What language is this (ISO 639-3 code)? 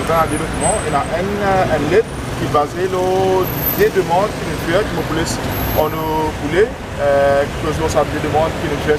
mfe